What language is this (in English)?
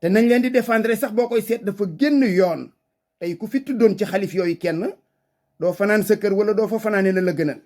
Wolof